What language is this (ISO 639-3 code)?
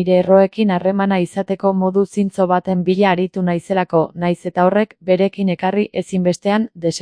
eus